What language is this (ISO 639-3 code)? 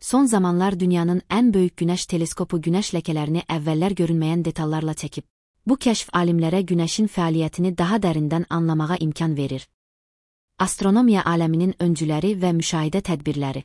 aze